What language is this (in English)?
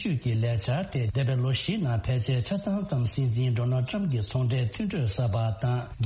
Tibetan